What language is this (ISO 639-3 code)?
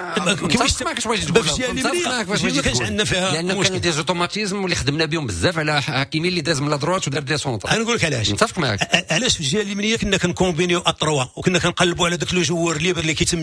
ary